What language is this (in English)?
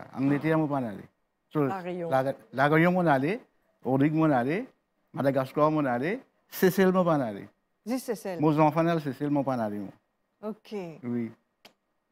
French